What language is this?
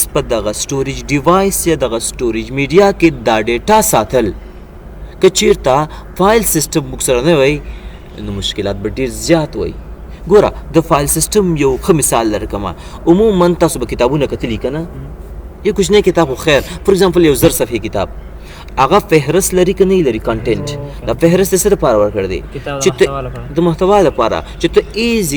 Pashto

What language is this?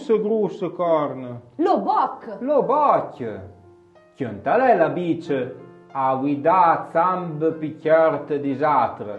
Arpitan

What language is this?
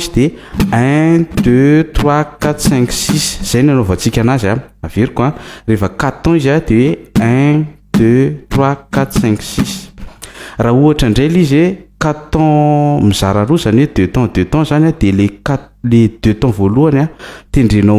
Malagasy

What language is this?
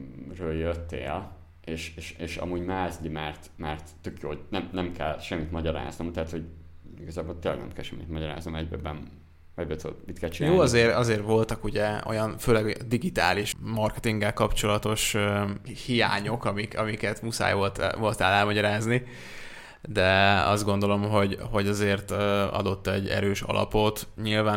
Hungarian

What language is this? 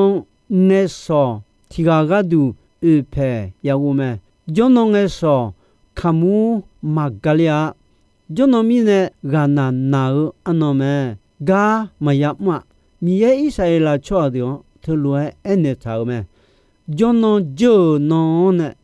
Akha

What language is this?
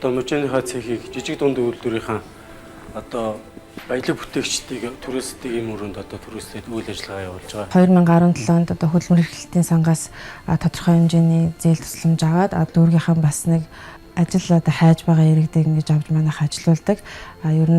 Mongolian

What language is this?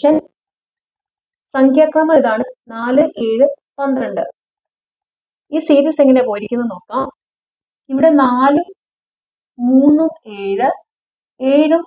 Malayalam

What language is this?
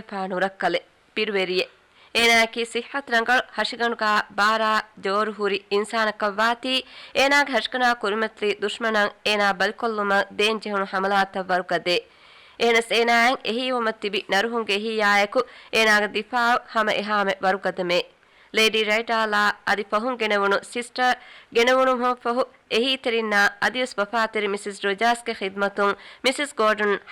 Divehi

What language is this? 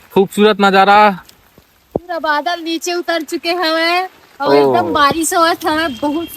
Chhattisgarhi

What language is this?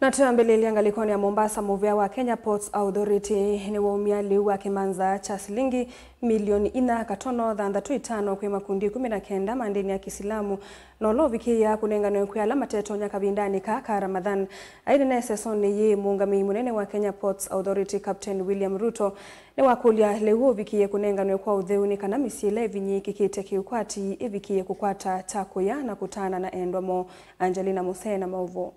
Kamba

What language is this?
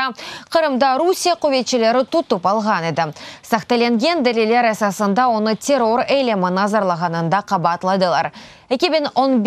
Crimean Tatar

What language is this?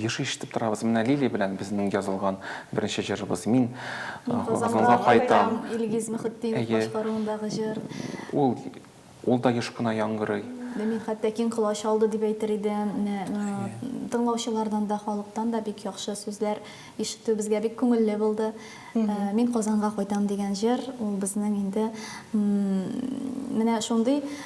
Tatar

